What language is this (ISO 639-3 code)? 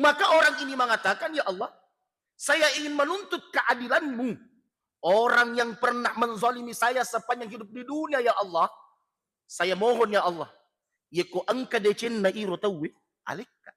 bug